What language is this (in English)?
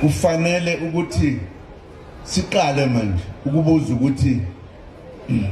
Zulu